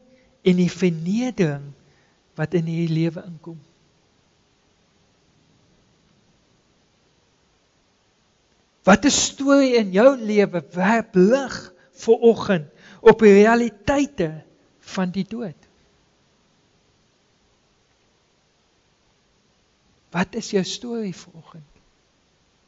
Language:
Afrikaans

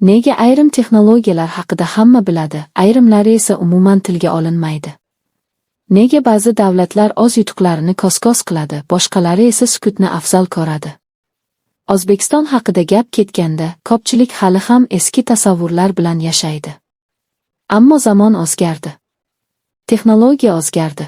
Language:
Uzbek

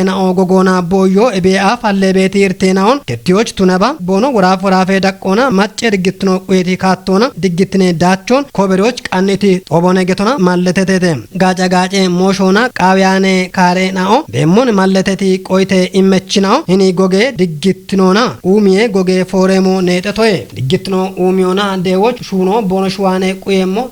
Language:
Kafa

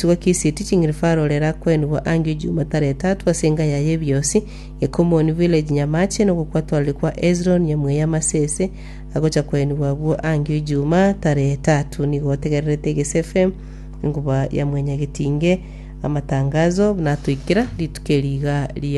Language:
Gusii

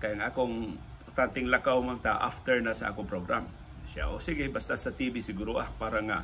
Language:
Cebuano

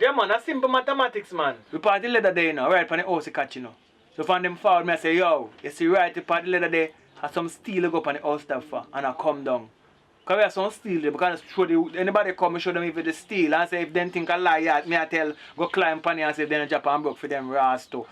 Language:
Jamaican Creole English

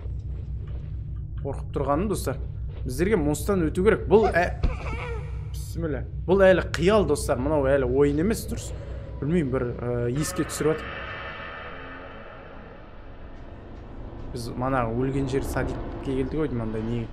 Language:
Kazakh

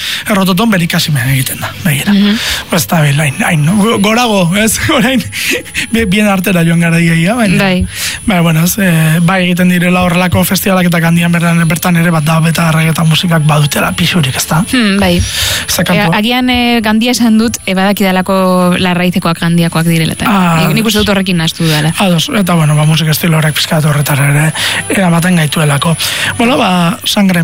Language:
Basque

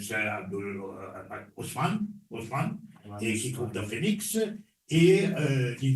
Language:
Morisyen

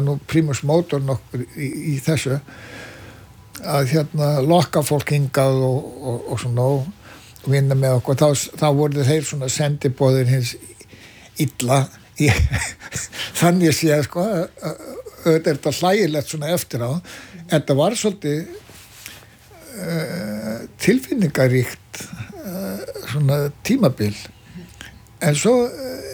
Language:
Icelandic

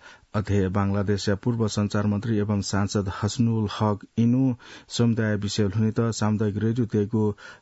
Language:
Newari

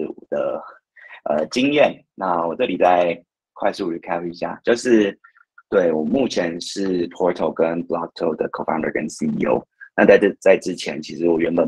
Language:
Chinese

